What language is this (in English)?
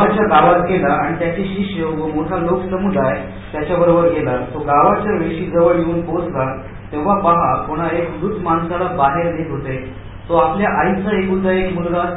Marathi